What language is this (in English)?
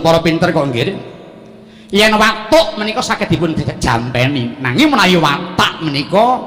Javanese